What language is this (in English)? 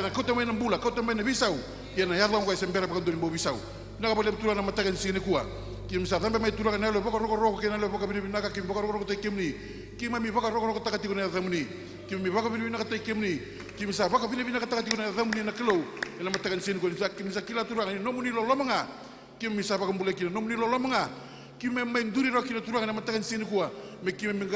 Fijian